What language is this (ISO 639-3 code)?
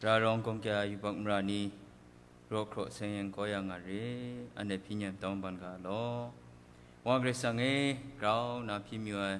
kac